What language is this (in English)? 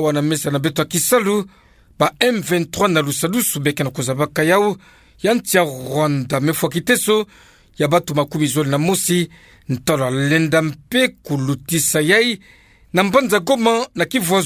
Kituba (Democratic Republic of Congo)